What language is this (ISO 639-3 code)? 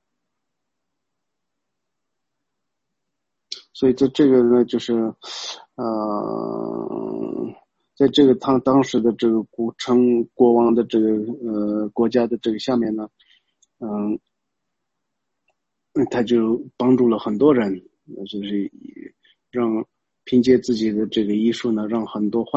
zho